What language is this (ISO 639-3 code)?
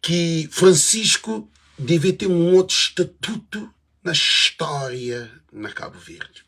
kea